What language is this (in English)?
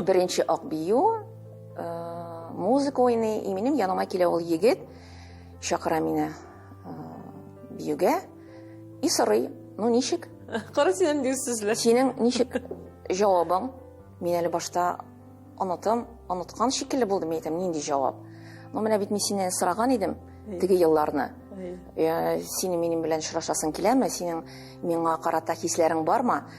Tatar